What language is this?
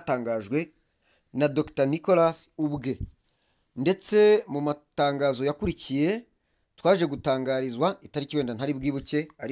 Kinyarwanda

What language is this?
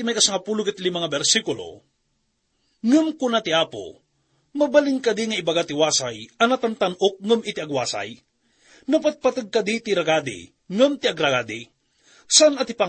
Iloko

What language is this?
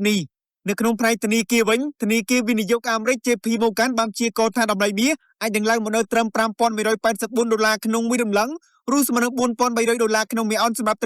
Khmer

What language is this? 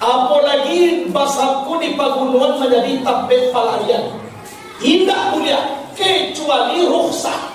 Minangkabau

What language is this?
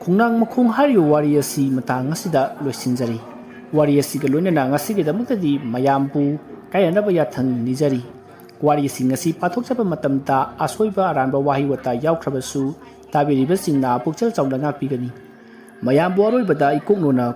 Manipuri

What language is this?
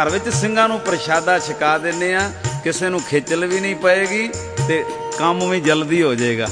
Punjabi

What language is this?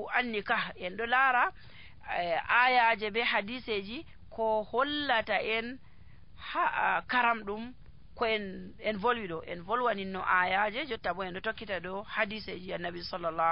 Nigerian Fulfulde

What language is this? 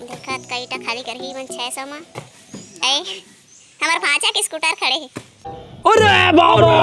Chhattisgarhi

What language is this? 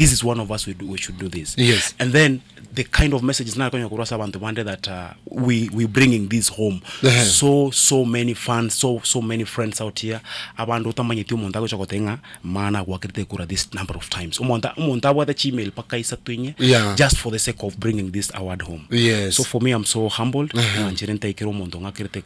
Gusii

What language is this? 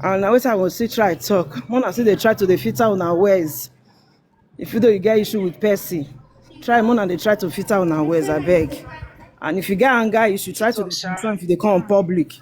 Nigerian Pidgin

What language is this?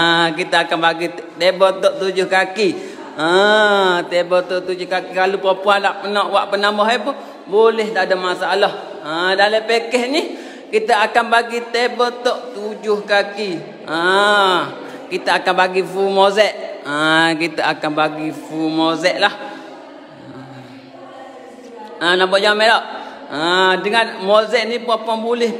Malay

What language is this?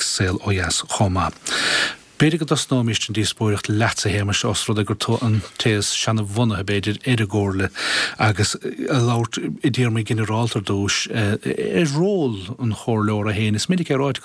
Irish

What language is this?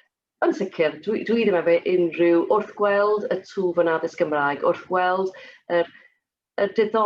Welsh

